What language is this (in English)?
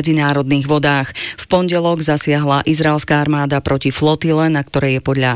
Slovak